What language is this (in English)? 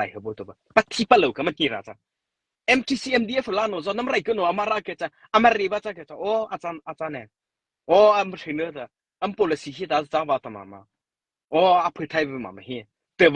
Mara Chin